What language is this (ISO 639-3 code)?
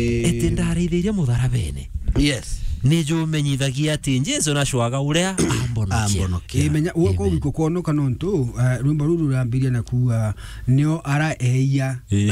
mer